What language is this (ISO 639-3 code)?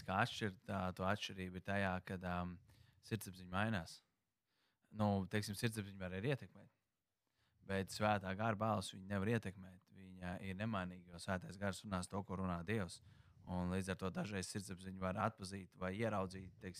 lav